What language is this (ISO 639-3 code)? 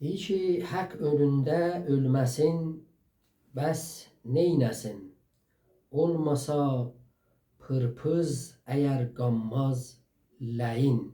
azb